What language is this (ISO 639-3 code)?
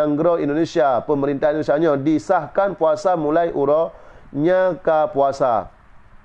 ace